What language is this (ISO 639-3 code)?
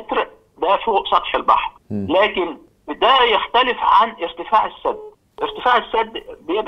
arz